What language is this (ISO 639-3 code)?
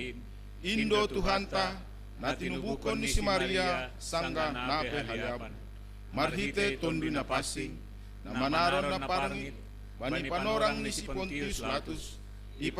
bts